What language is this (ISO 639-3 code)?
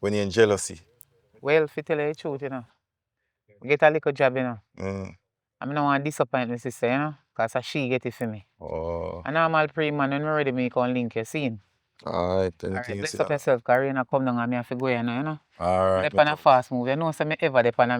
jam